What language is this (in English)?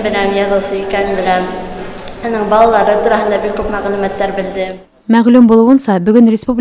Bashkir